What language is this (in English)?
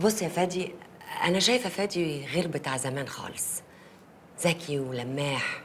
Egyptian Arabic